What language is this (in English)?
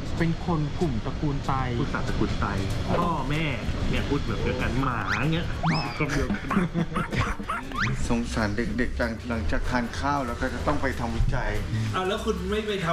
Thai